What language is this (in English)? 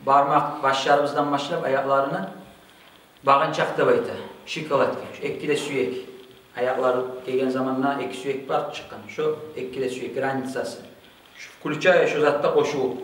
Kumyk